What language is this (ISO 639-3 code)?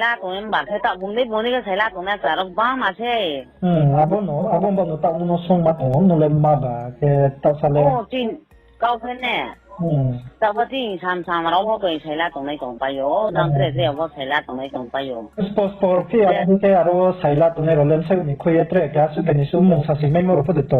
ria